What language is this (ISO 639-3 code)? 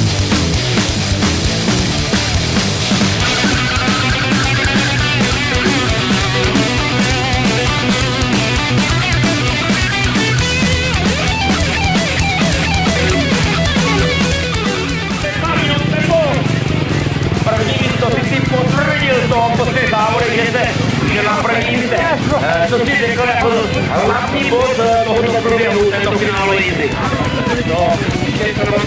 ces